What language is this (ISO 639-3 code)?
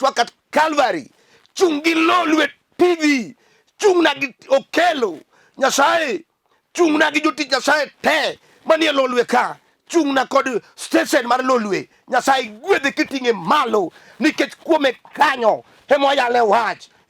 luo